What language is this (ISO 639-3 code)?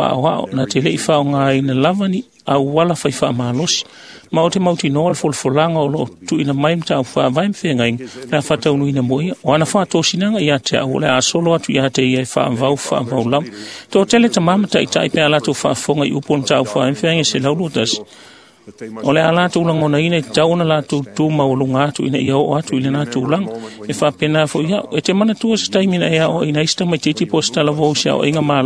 smo